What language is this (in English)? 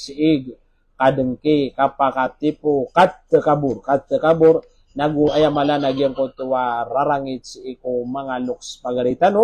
Maranao